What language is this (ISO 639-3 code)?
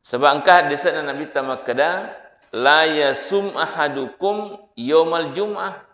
bug